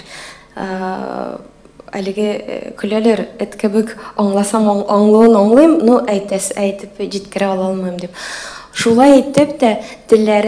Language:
Tatar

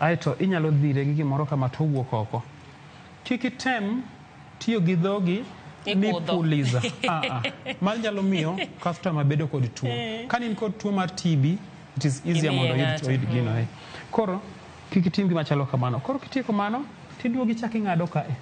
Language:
Luo (Kenya and Tanzania)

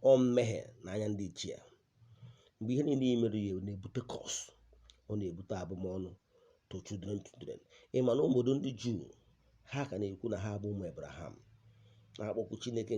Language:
Igbo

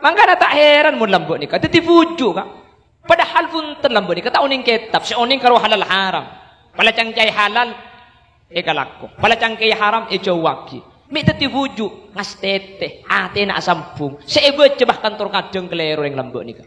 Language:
Madurese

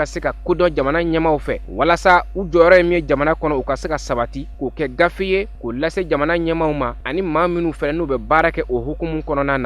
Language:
Bambara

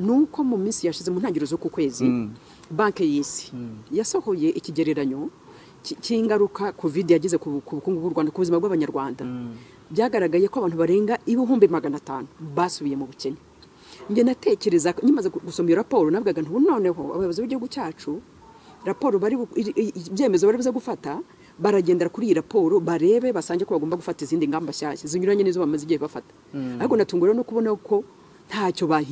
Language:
Kinyarwanda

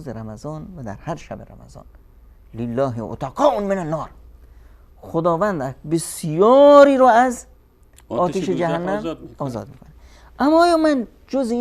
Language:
Persian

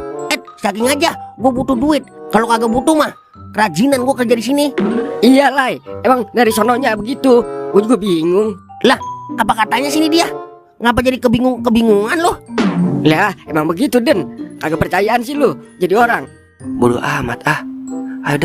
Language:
Betawi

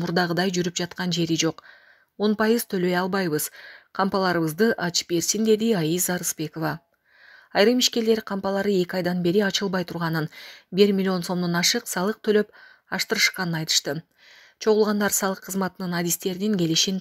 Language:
Kyrgyz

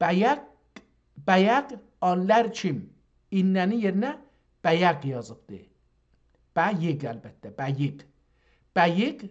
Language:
South Azerbaijani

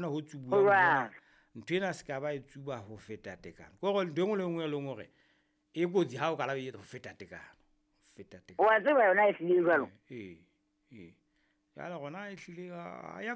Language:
Southern Sotho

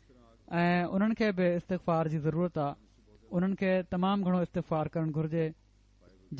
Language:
Sindhi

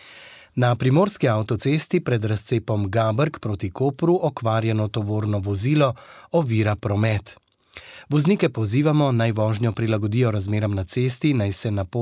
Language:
Slovenian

